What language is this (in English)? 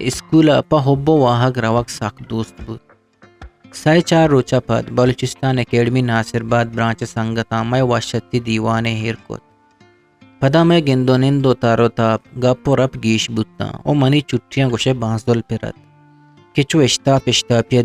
Eastern Balochi